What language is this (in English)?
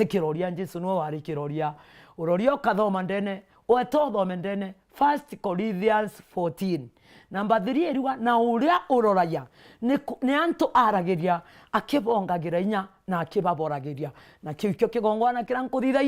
Meru